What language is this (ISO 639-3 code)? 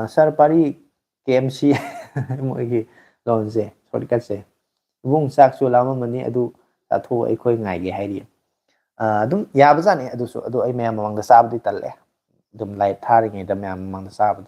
mni